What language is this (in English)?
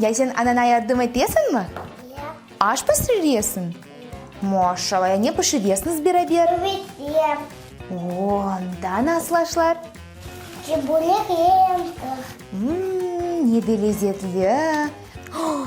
Crimean Tatar